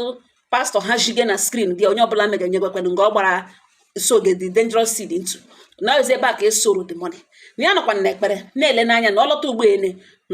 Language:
Igbo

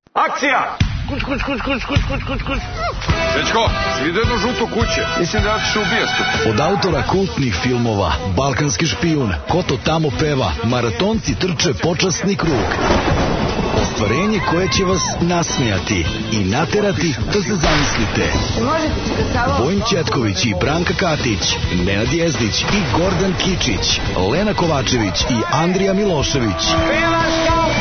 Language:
Serbian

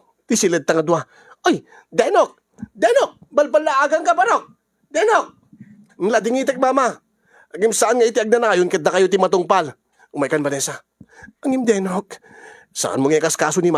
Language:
Iloko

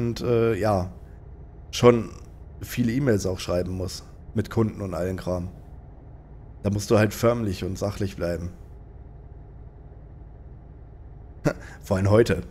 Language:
German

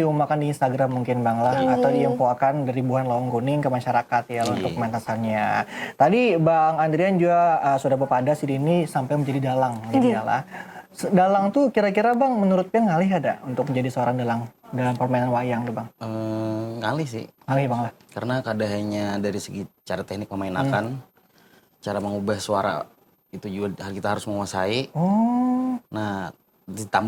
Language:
Banjar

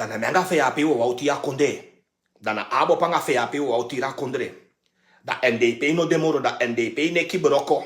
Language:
Sranan Tongo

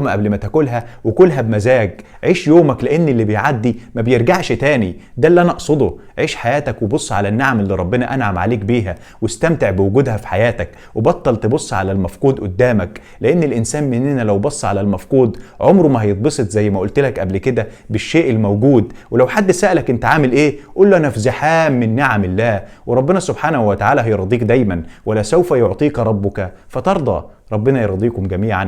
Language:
Egyptian Arabic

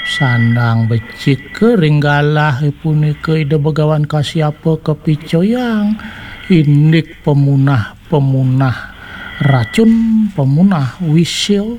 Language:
Balinese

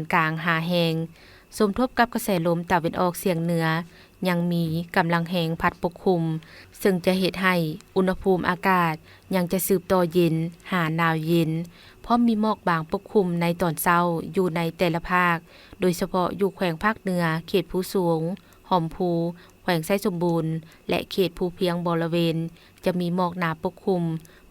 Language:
Lao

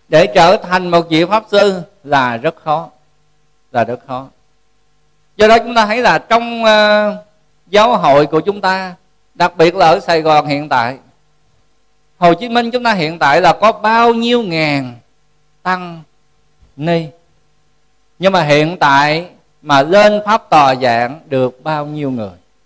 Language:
Vietnamese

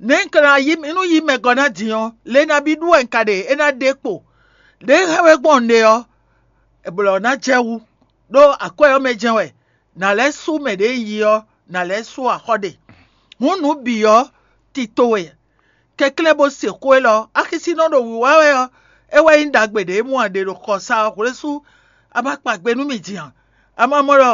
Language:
Fon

